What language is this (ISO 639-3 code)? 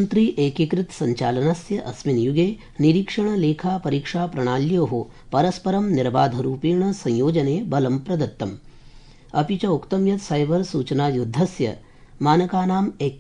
san